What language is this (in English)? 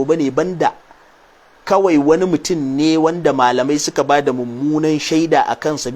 Hausa